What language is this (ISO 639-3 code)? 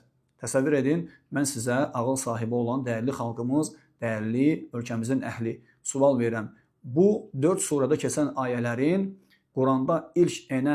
aze